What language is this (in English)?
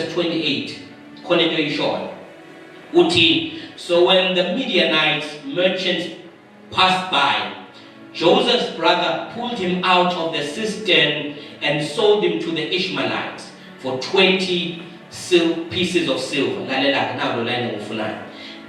Zulu